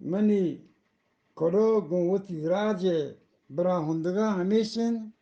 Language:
Eastern Balochi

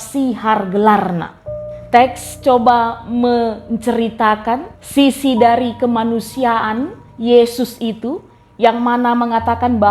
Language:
Batak Karo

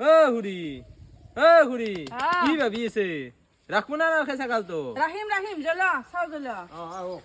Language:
Assamese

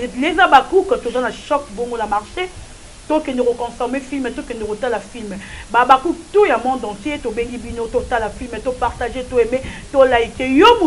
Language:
Lingala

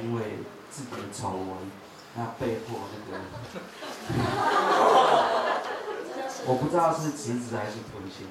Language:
Chinese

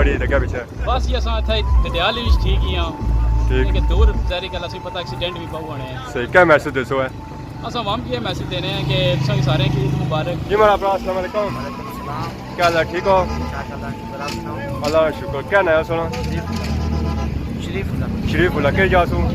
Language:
Pahari-Potwari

